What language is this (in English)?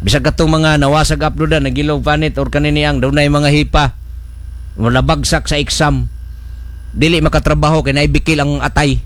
Cebuano